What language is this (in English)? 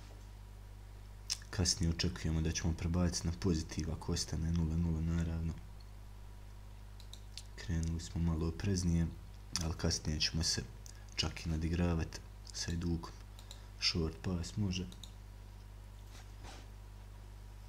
Croatian